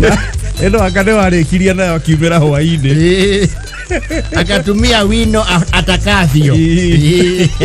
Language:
Kikuyu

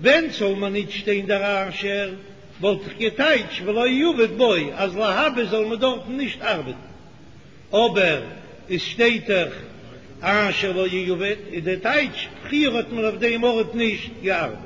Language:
Yiddish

